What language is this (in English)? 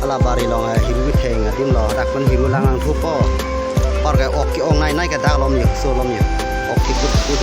Karbi